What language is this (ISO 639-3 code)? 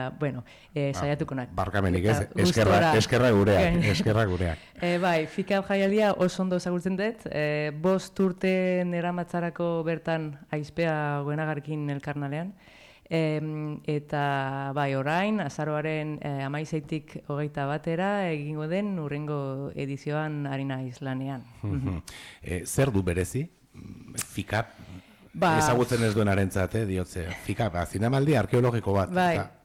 eus